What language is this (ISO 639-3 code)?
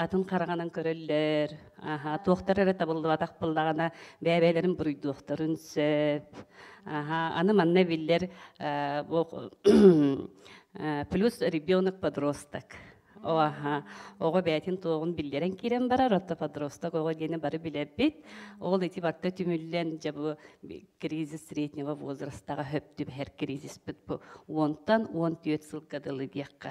sah